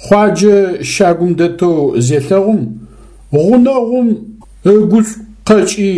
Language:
Adyghe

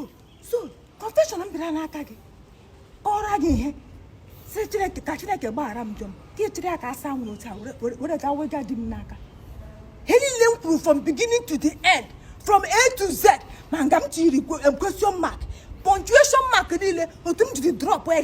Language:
Igbo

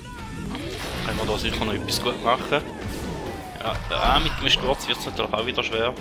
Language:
Swiss German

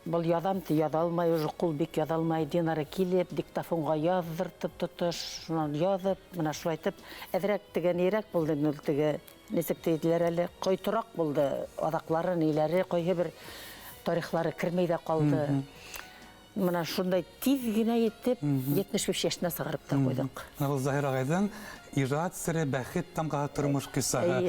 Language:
Bashkir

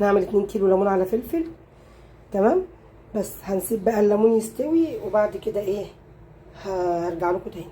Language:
Egyptian Arabic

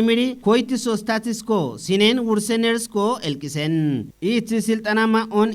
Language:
Kafa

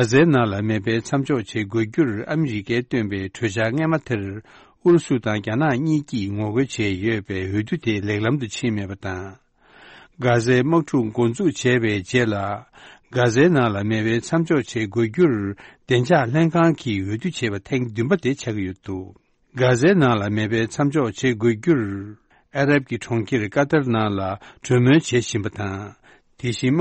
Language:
Tibetan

